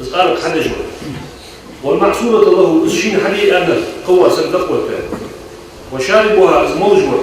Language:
Ingush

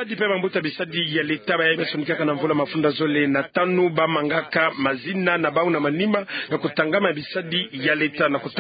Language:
Kituba (Democratic Republic of Congo)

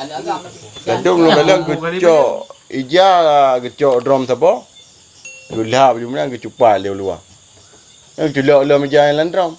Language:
Achinese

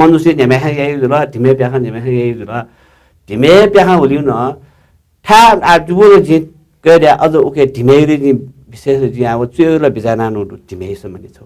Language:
Newari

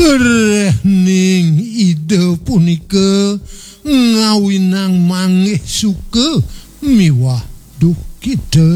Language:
Balinese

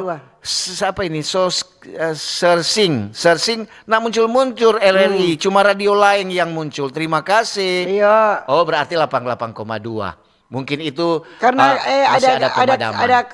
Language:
Manado Malay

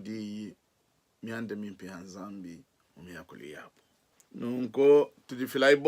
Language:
Luba-Lulua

